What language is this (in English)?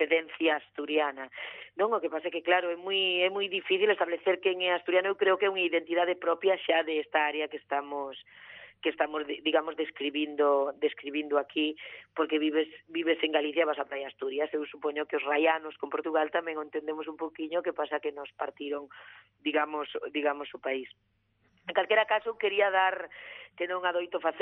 Galician